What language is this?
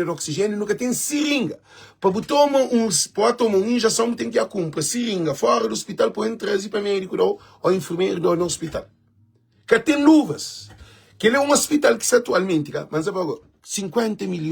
Kabuverdianu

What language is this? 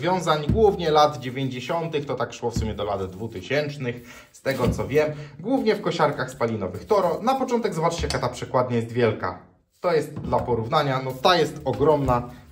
Polish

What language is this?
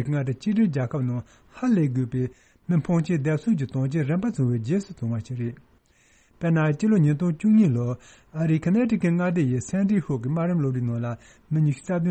Tibetan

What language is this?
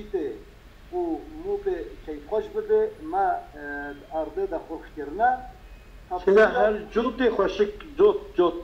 Kurdish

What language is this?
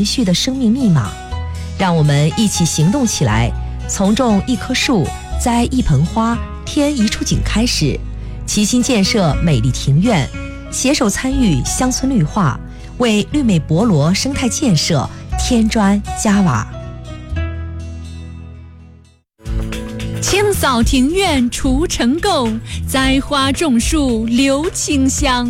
Chinese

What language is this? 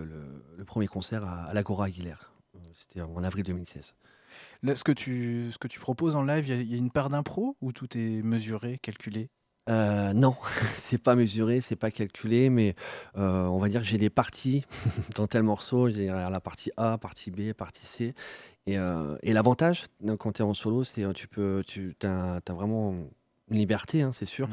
French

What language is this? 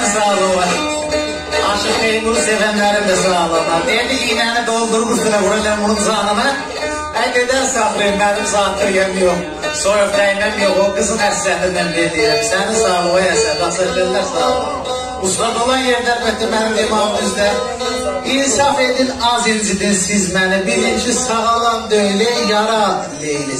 South Azerbaijani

